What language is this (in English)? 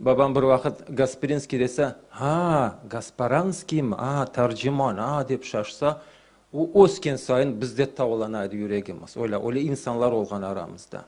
Crimean Tatar